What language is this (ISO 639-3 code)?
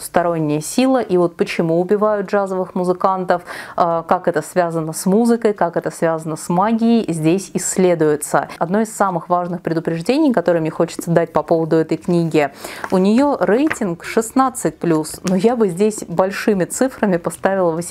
rus